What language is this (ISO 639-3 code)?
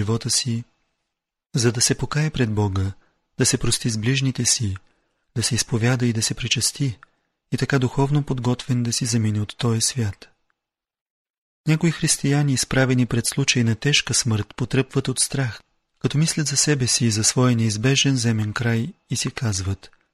bul